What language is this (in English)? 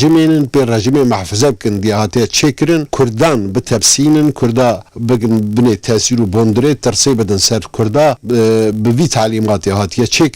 Kurdish